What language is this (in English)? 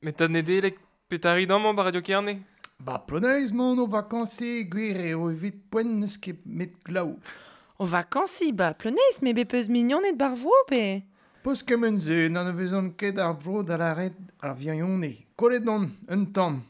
Breton